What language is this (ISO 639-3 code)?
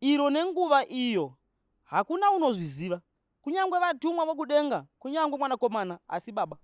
sna